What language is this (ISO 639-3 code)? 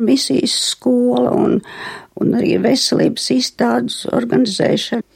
lav